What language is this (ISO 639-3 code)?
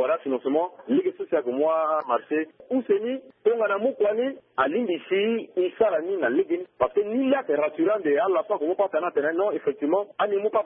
sag